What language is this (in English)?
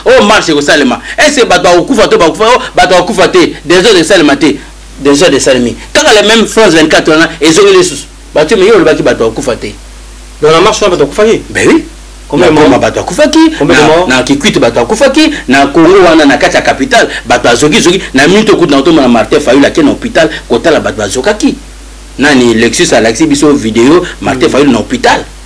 Lingala